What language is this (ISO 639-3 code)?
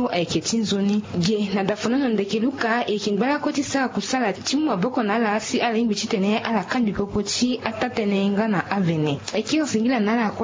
sag